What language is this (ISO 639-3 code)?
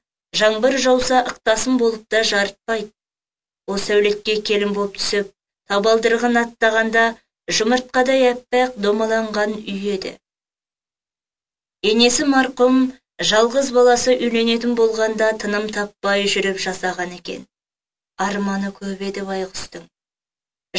kaz